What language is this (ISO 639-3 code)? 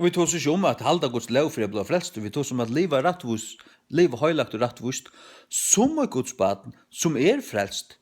fao